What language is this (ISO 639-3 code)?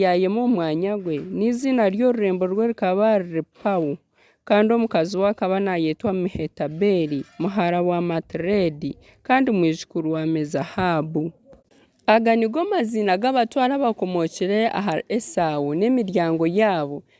nyn